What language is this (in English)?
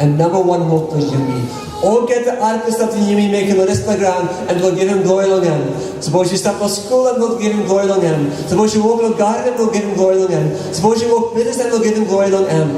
Tok Pisin